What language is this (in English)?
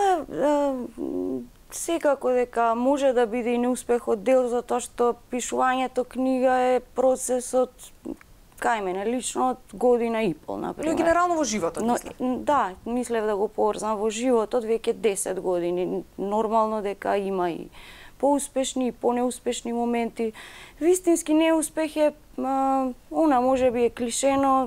Macedonian